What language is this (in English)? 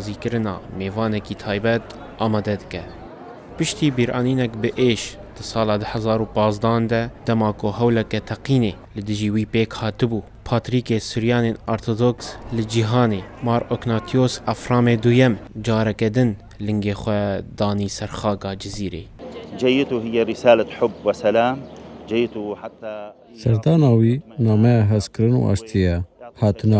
Kurdish